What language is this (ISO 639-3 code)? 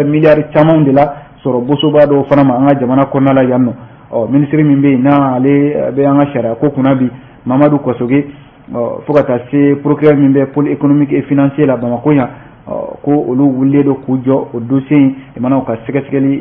bam